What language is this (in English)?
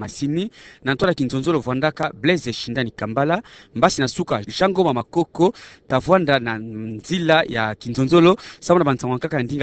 Kituba (Democratic Republic of Congo)